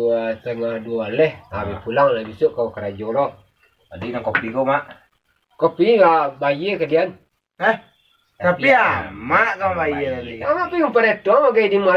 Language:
Minangkabau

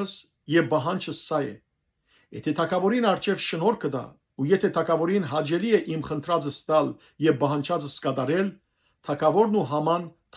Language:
Western Armenian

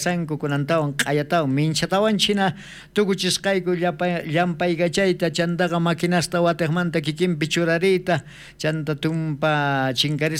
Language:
South Bolivian Quechua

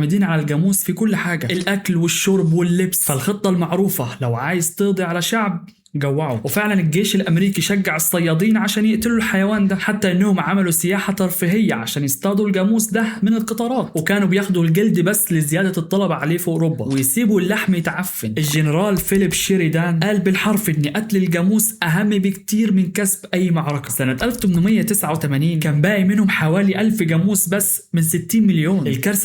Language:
Egyptian Arabic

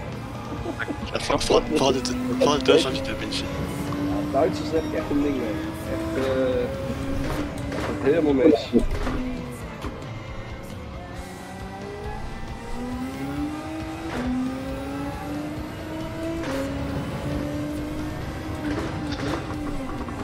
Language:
Dutch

